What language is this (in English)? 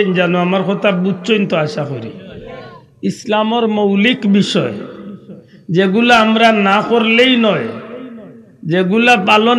Sylheti